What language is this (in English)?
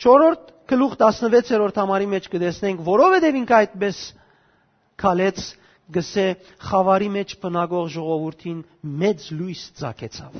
Western Armenian